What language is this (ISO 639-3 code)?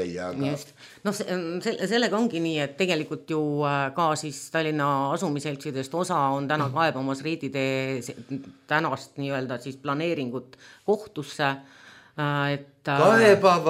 est